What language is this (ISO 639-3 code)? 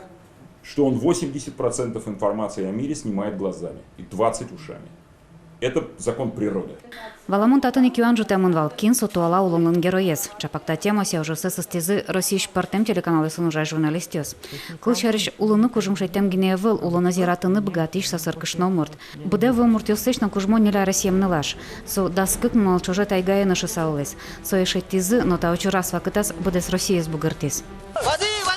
udm